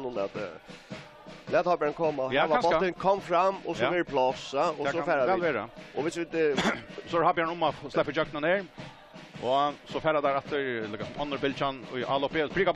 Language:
Faroese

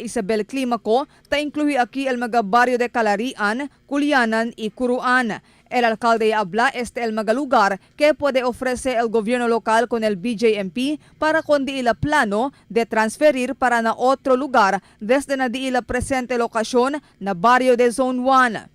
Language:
Chavacano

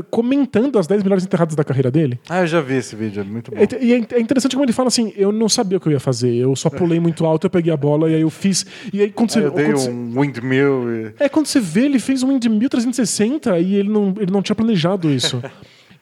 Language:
Portuguese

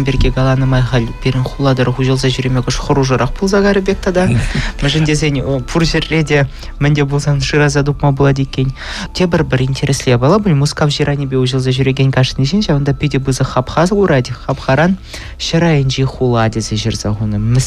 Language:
Chuvash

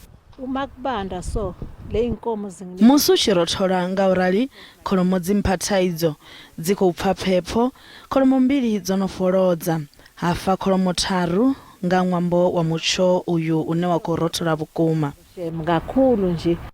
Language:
Venda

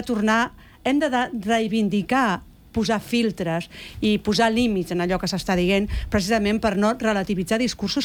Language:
Catalan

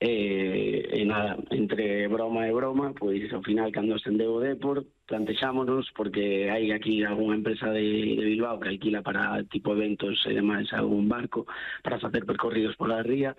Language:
Galician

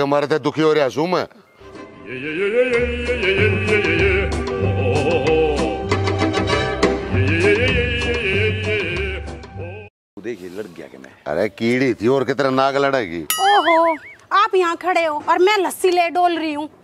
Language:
Haryanvi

